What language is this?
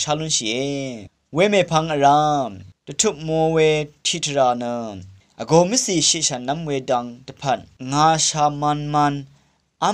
Rawang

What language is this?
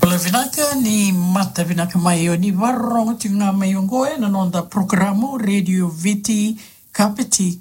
Fijian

